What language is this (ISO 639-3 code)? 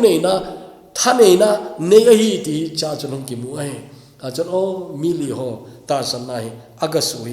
tcz